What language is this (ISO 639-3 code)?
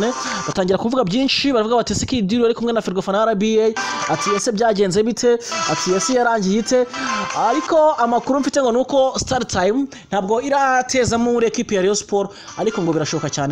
kin